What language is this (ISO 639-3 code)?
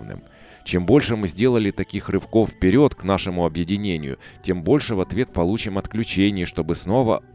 rus